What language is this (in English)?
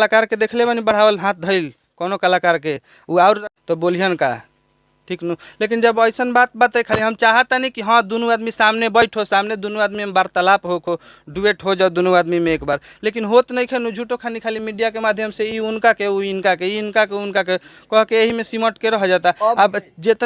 Bhojpuri